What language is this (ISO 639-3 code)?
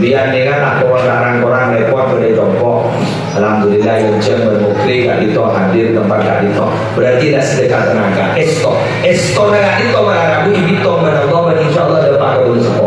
mad